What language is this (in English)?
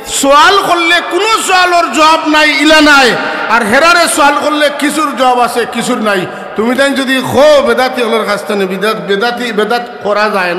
Sylheti